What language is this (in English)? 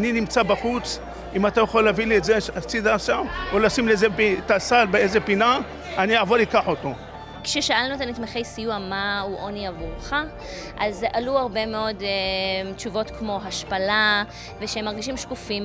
Hebrew